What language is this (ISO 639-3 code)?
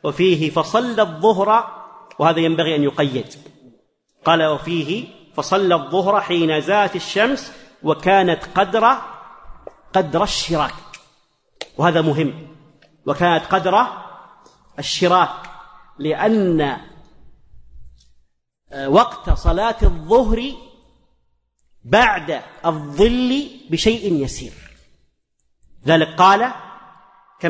ara